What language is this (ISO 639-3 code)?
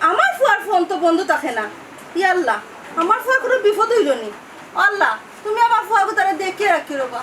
syl